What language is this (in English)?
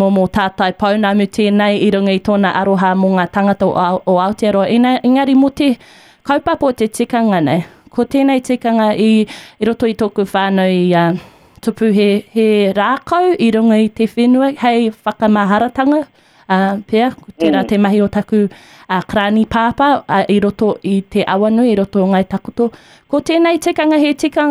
Māori